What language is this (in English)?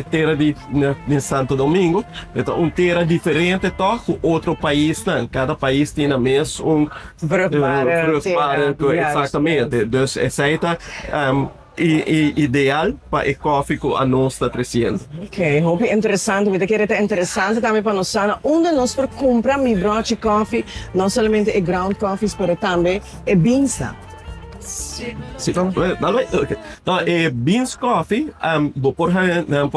Papiamento